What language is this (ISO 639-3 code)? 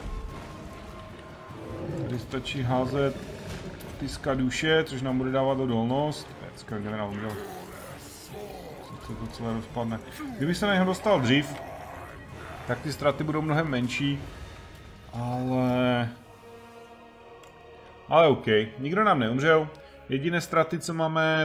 ces